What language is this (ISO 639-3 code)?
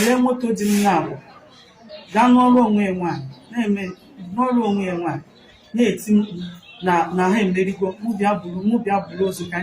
ibo